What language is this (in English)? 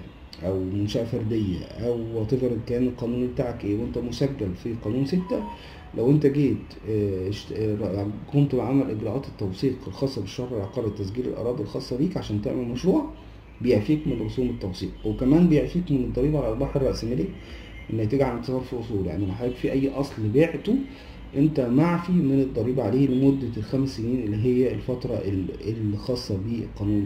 Egyptian Arabic